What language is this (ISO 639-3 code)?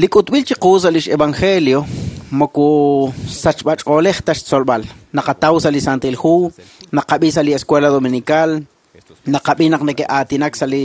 kek